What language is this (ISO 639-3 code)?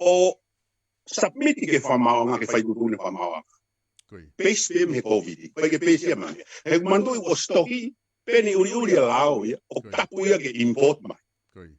ton